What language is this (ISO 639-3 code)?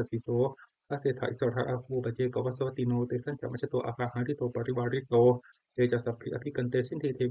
pli